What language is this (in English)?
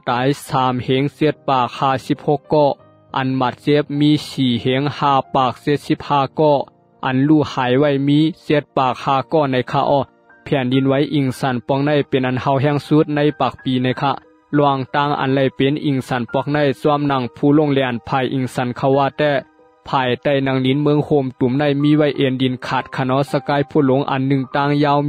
Shan